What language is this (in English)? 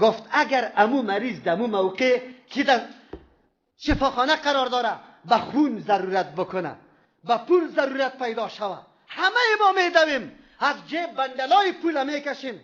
Persian